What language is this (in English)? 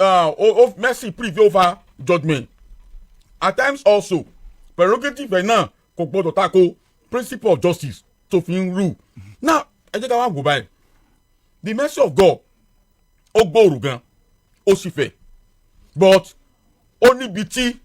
Yoruba